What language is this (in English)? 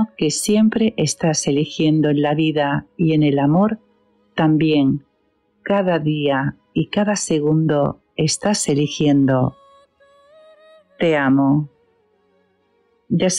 Spanish